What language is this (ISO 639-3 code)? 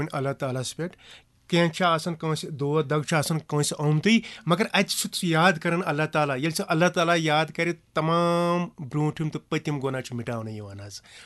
kas